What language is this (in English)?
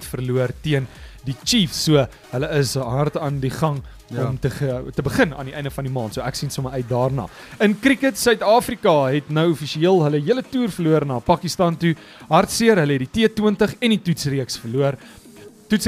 Afrikaans